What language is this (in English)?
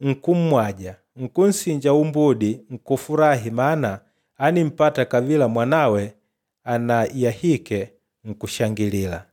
Makonde